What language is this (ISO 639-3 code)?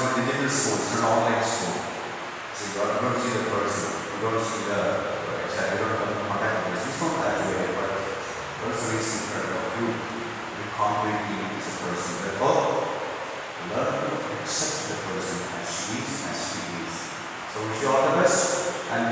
eng